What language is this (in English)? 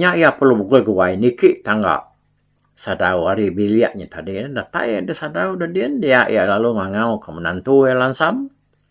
Iban